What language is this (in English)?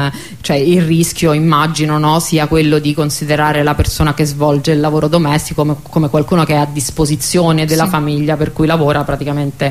Italian